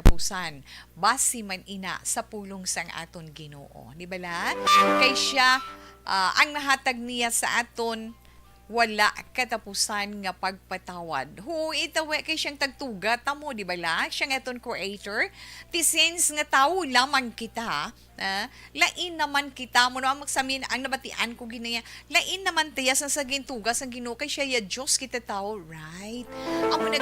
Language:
Hiligaynon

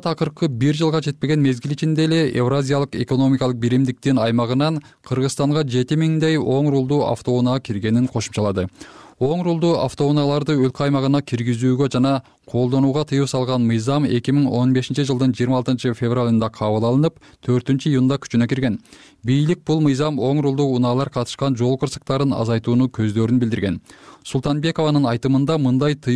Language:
Kyrgyz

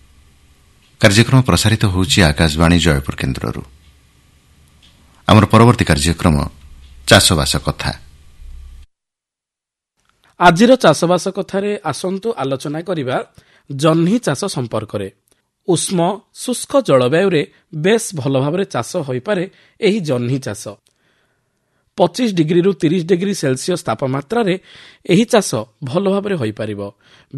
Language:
Odia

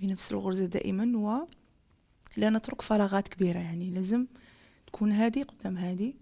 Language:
Algerian Arabic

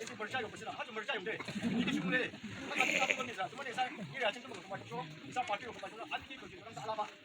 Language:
Yimchungru Naga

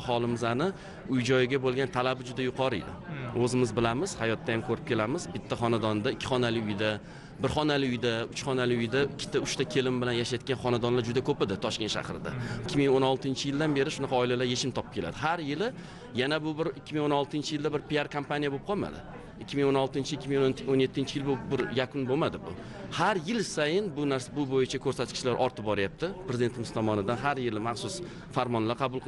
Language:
Uzbek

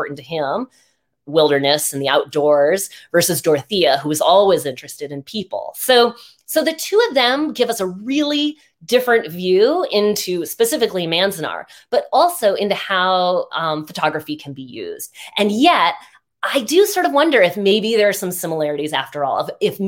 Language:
English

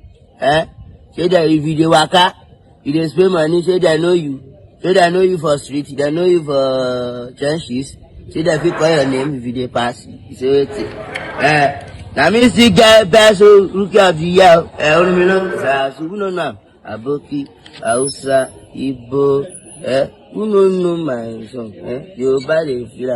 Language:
Nigerian Pidgin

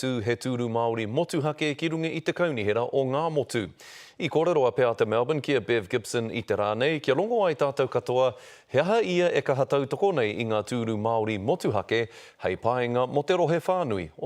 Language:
Māori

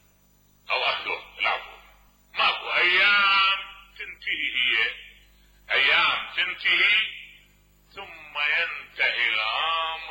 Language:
Mesopotamian Arabic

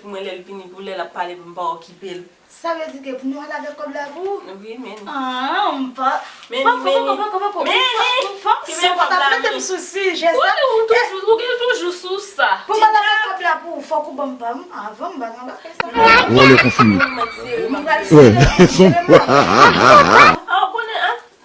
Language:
Haitian Creole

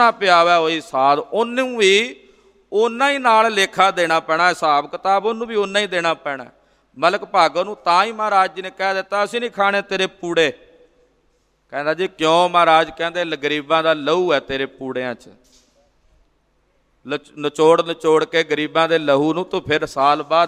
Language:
Punjabi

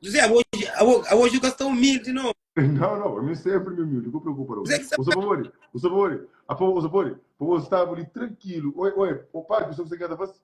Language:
Kabuverdianu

